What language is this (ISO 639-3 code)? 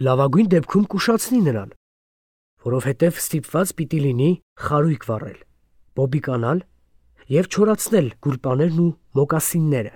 hye